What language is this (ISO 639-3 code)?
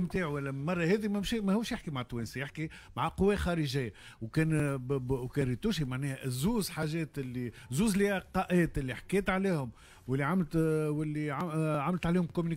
aeb